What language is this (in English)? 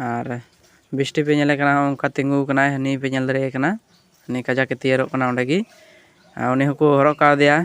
Santali